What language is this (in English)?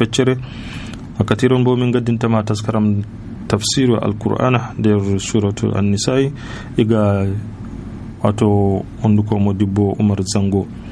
Nigerian Fulfulde